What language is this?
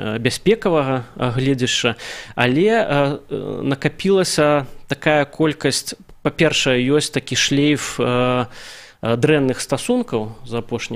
Belarusian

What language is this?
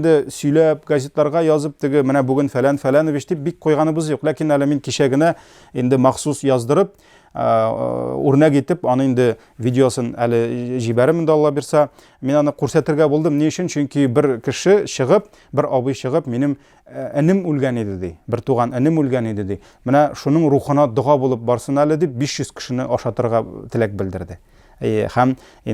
Tatar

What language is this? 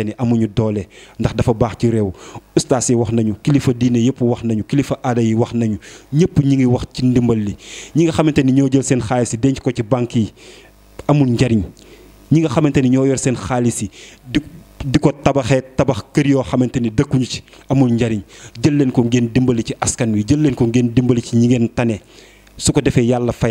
Wolof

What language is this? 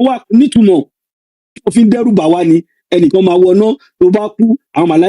Yoruba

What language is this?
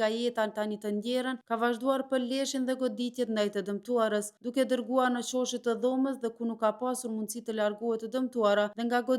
Albanian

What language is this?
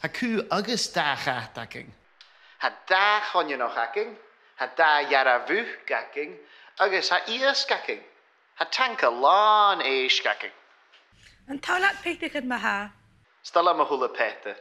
Scottish Gaelic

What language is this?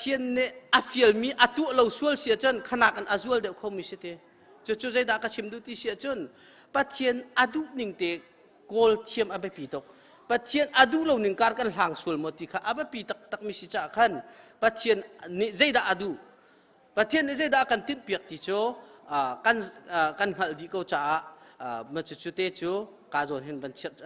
Hakha Chin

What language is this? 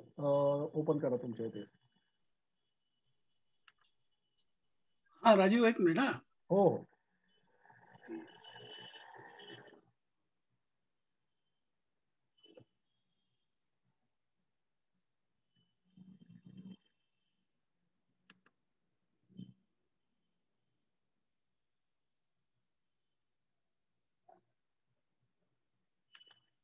Marathi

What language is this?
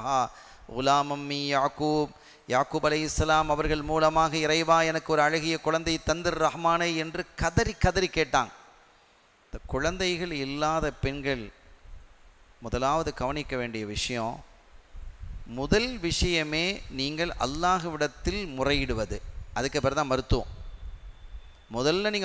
Tamil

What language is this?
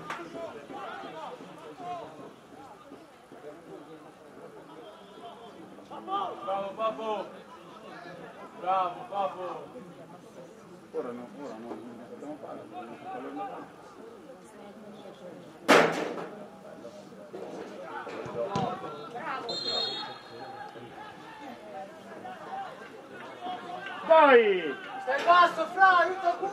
Italian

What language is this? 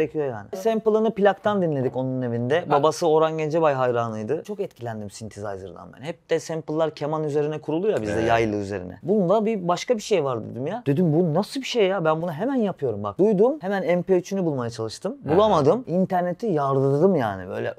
Turkish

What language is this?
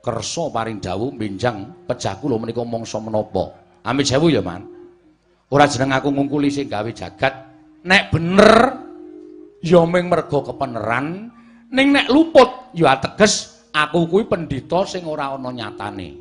Javanese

